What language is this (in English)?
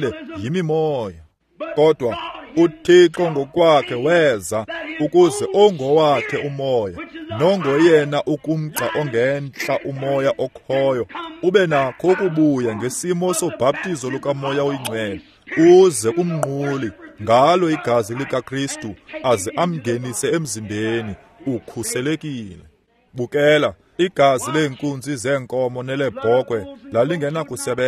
Xhosa